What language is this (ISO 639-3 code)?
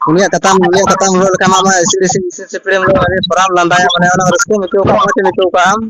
sat